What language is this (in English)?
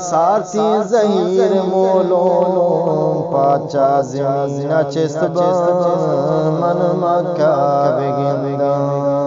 Eastern Balochi